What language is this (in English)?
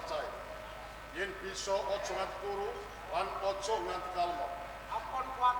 Javanese